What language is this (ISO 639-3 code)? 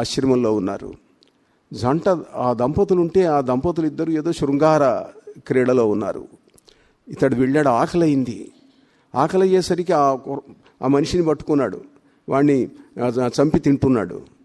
tel